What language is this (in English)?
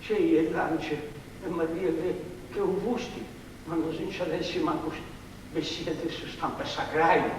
Sardinian